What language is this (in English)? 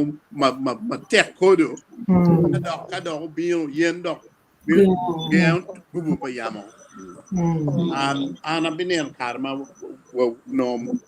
Acoli